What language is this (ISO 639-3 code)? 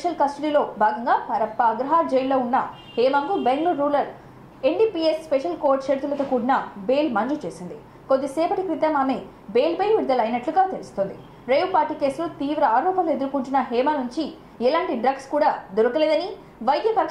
tel